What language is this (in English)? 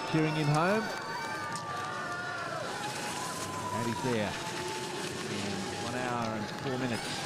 English